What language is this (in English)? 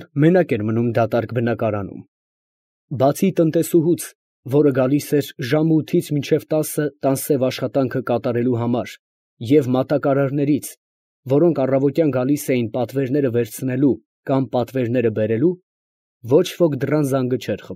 Armenian